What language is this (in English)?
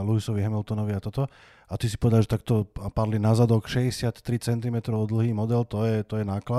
Slovak